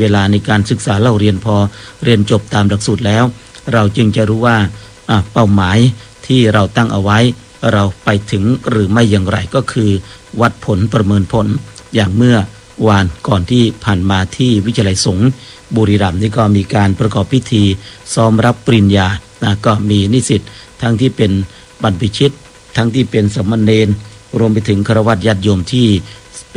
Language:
Thai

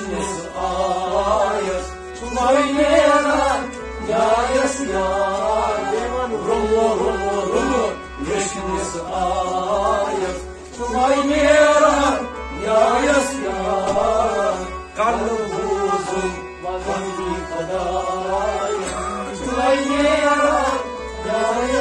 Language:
Kashmiri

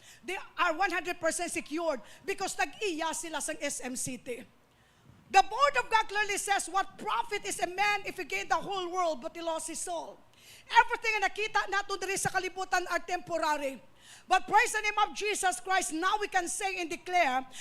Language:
Hiligaynon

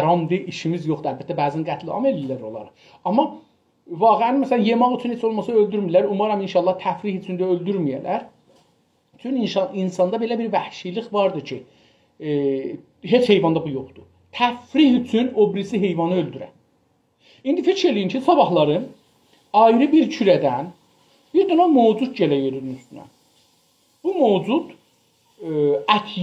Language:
South Azerbaijani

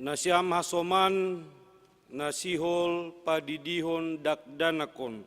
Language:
Batak Simalungun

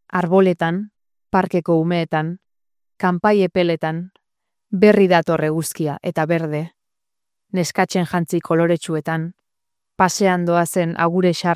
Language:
Basque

